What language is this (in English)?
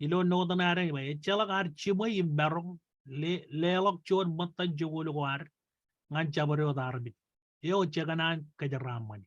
Marshallese